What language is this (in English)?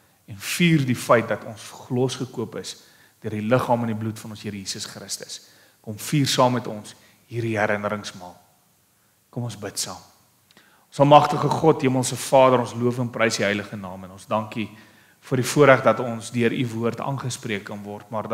Afrikaans